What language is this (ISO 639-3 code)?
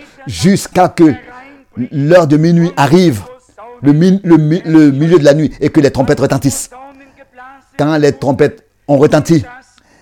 fra